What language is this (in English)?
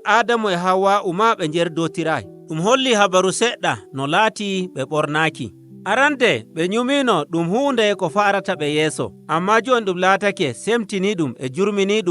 Nigerian Fulfulde